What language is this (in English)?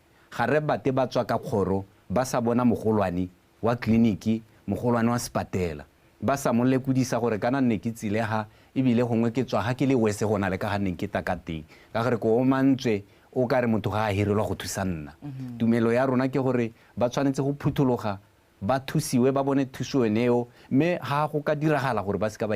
Tswana